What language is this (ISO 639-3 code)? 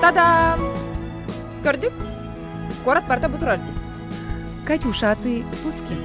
sah